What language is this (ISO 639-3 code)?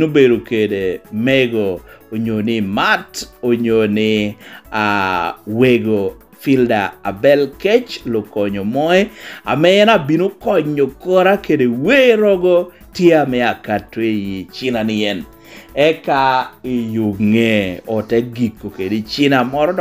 laj